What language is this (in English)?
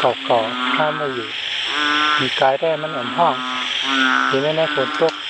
Shan